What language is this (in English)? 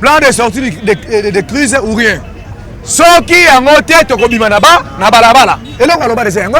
Lingala